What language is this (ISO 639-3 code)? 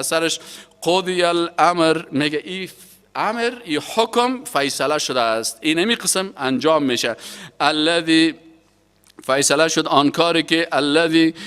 fas